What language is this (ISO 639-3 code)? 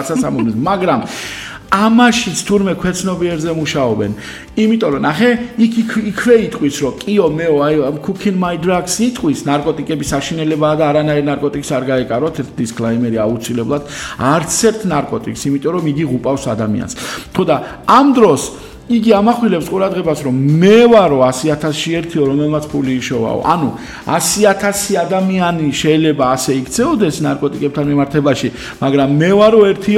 kat